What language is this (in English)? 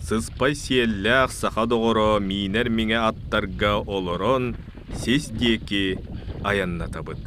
Yakut